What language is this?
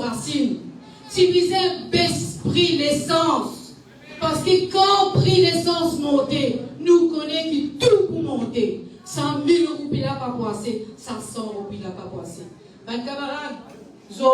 Morisyen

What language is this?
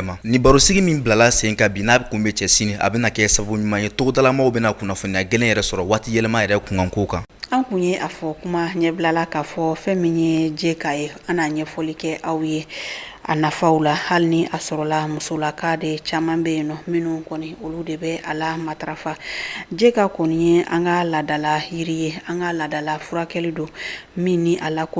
Bambara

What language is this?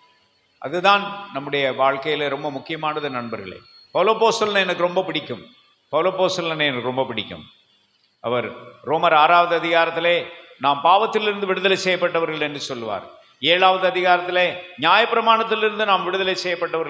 Tamil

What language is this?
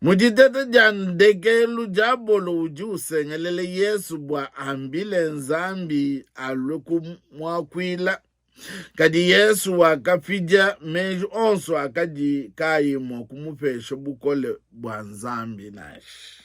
Luba-Lulua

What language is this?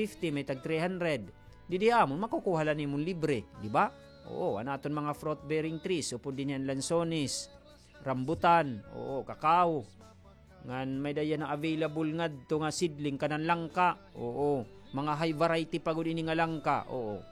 Waray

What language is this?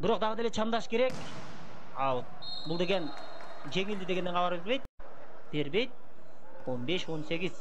Kyrgyz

